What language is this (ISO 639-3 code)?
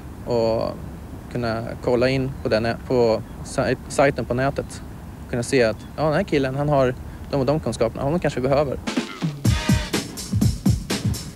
swe